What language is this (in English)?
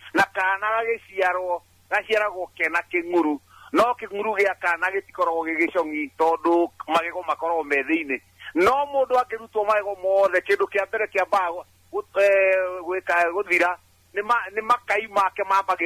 Kikuyu